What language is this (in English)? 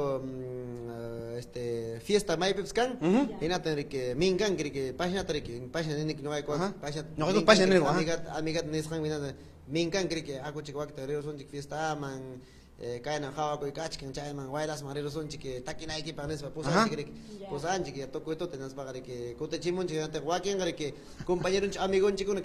Ayacucho Quechua